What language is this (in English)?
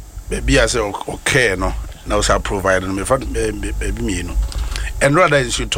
Akan